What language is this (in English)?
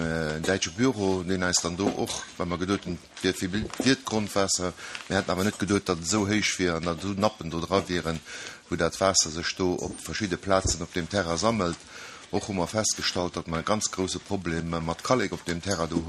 Luxembourgish